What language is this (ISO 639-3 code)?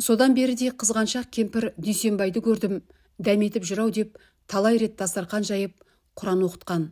kaz